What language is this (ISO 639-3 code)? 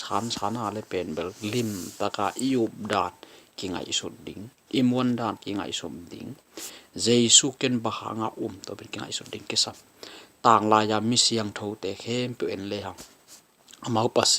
ctd